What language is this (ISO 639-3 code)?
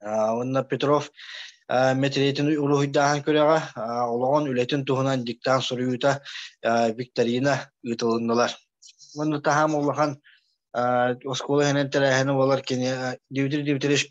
sah